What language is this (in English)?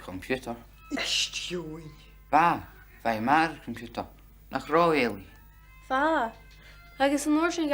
Scottish Gaelic